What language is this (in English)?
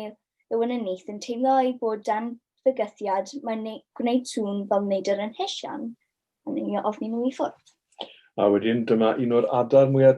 Welsh